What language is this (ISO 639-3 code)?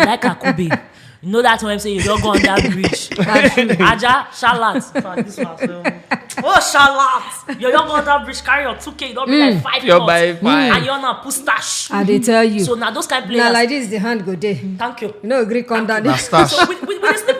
pcm